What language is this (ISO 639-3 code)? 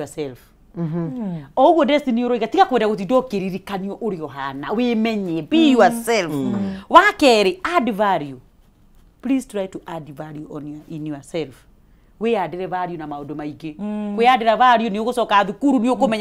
kik